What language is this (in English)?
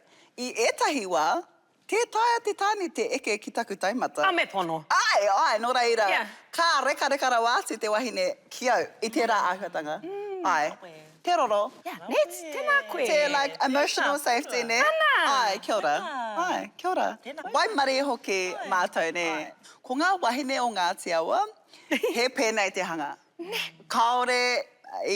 Māori